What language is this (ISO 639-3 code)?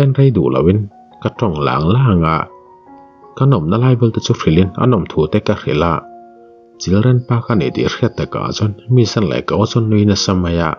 lus